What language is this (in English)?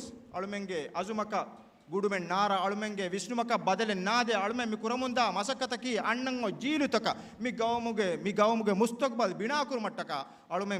Divehi